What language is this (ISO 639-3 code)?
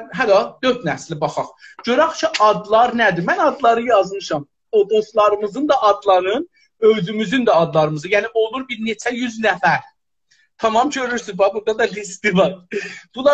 azb